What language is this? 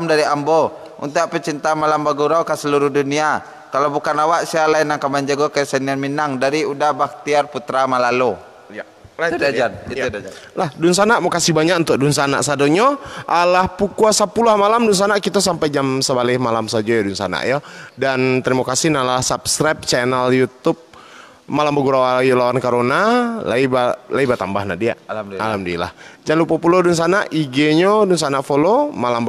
Minangkabau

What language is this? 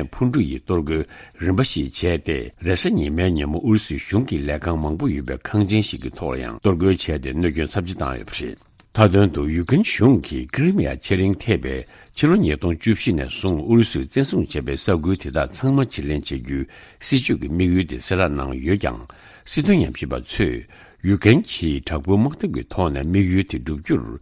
Tibetan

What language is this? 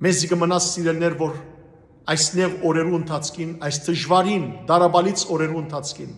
Western Armenian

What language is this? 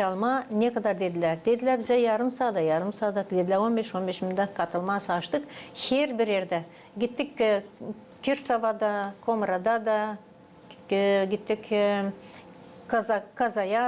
Gagauz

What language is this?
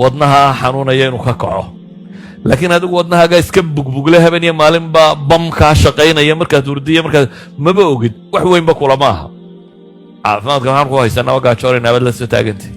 Somali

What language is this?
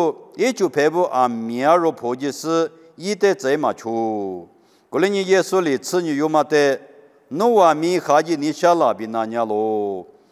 Lisu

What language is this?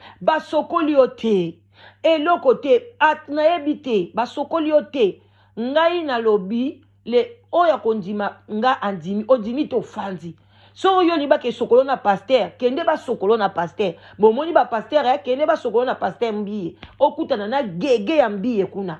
Lingala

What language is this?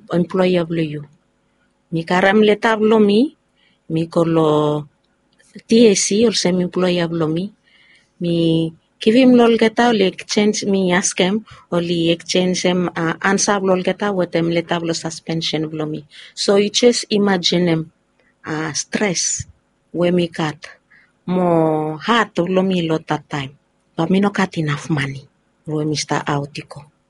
Bislama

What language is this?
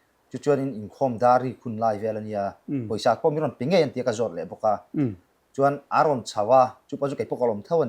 Mizo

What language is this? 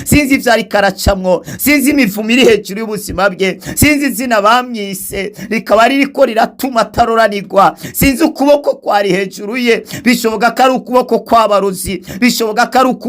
Rundi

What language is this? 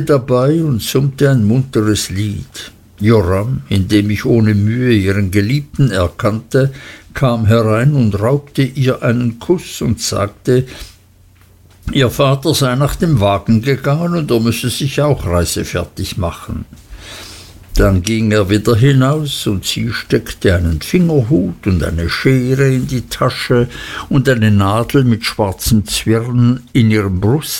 German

